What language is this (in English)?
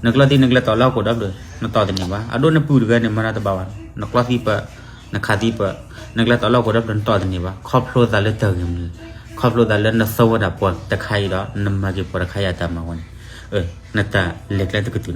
S'gaw Karen